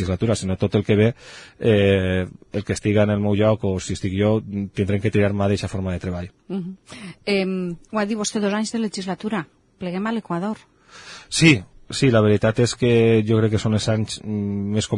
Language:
Catalan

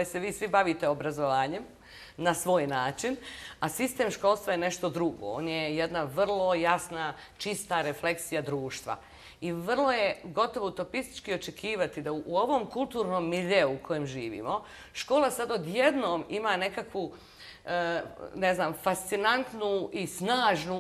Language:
Bosnian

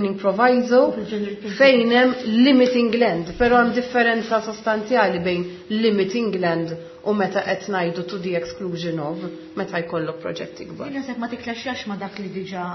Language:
Maltese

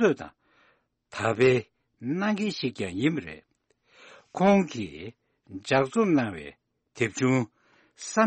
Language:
Tibetan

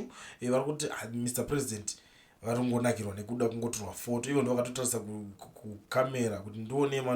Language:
Shona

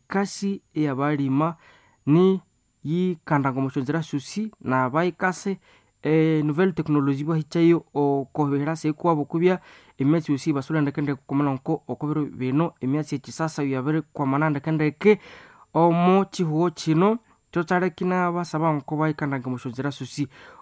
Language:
Nande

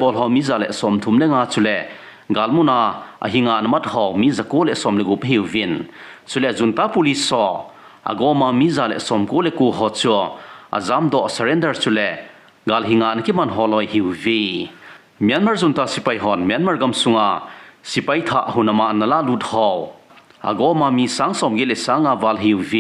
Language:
Thado Chin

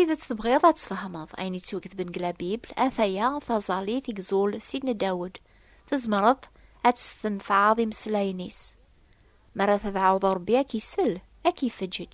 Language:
Kabyle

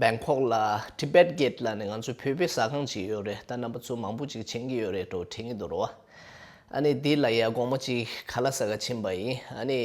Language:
Tibetan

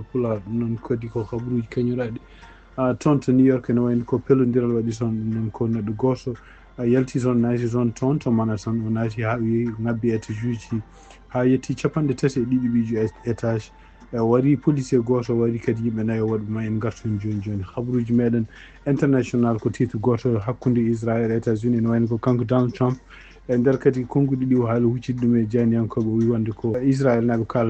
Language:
Fula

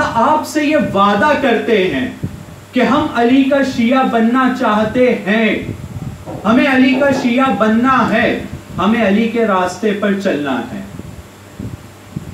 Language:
Urdu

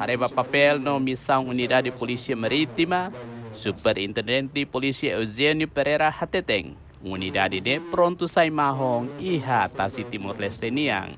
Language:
Tetum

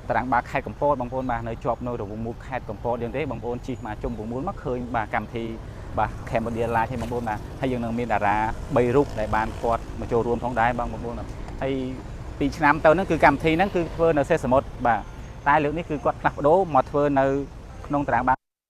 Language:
Khmer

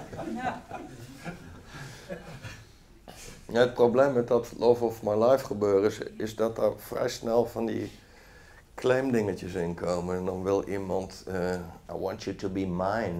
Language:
Dutch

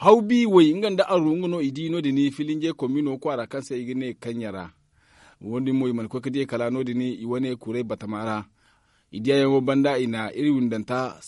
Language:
Zarma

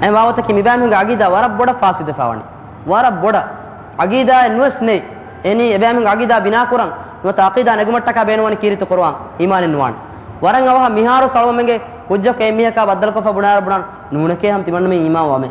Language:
Divehi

